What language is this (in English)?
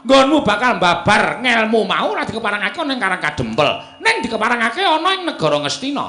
Javanese